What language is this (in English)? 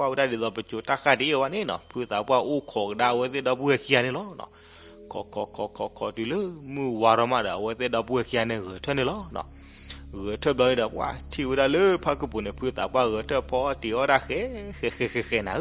S'gaw Karen